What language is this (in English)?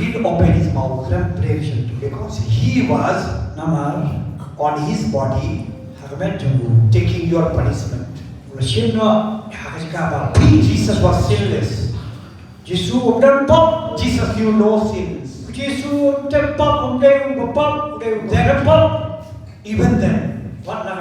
Khasi